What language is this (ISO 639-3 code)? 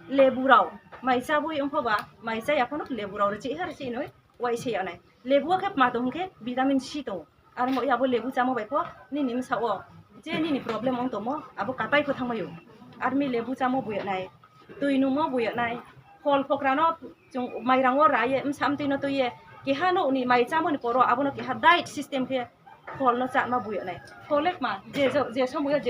ria